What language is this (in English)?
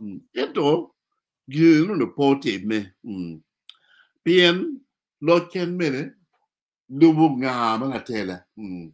Acoli